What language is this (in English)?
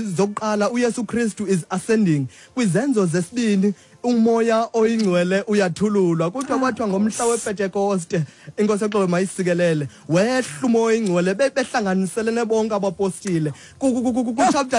Xhosa